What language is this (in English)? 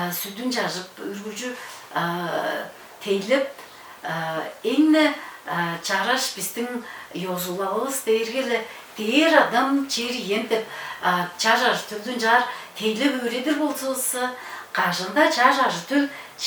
Tuvinian